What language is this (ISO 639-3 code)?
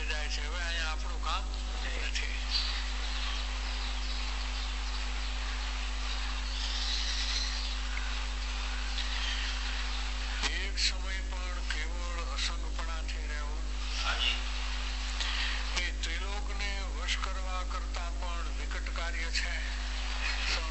guj